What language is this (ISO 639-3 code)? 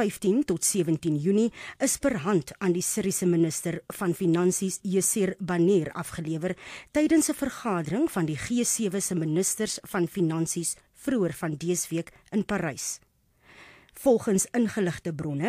afr